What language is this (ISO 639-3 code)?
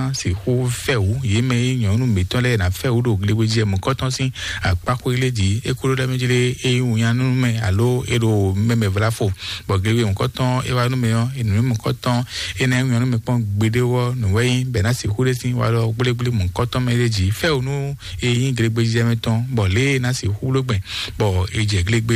fon